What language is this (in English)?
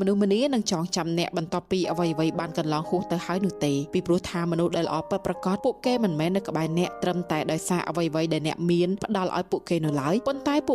Khmer